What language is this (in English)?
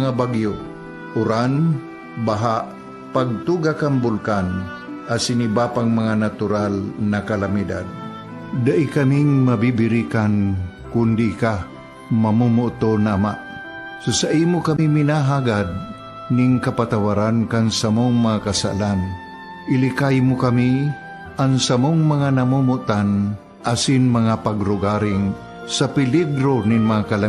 Bikol